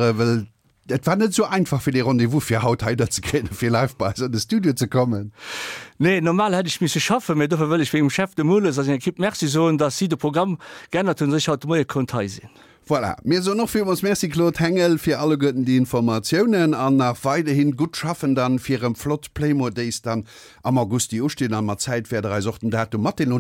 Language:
Luxembourgish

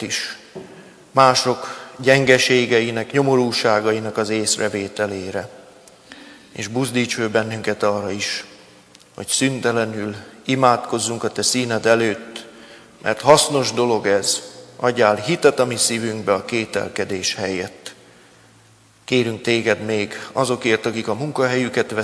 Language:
Hungarian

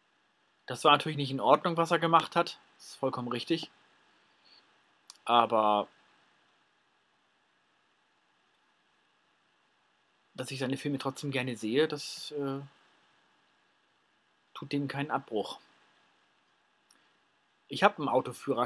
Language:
German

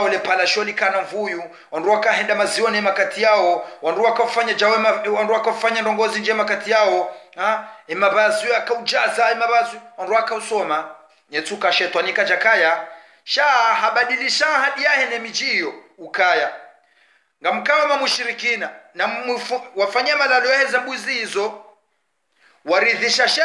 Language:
Swahili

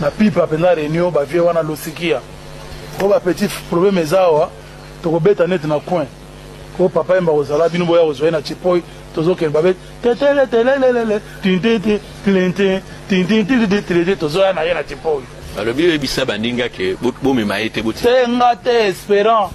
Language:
Lingala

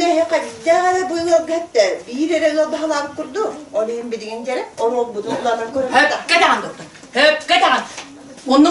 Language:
Yakut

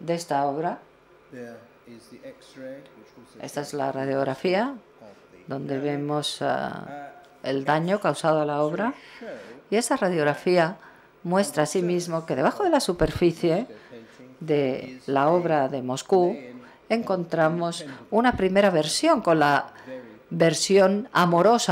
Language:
Spanish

